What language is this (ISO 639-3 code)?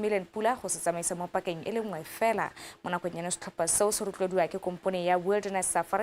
tsn